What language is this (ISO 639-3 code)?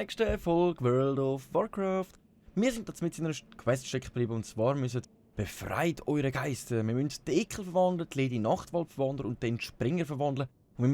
gsw